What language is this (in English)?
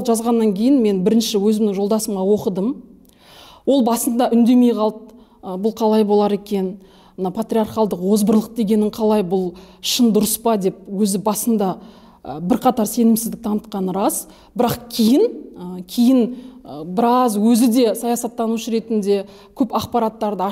Kazakh